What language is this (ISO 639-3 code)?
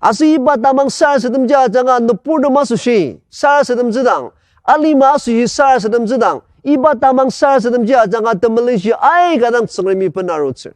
njo